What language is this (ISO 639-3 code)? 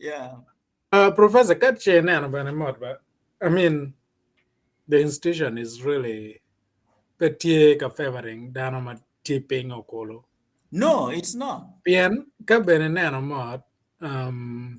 ach